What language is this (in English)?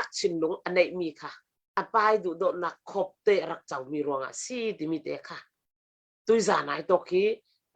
Falam Chin